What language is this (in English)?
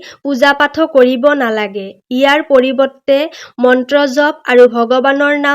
Assamese